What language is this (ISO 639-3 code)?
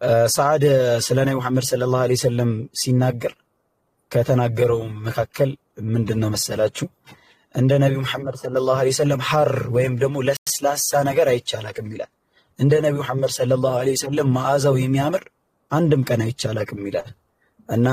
amh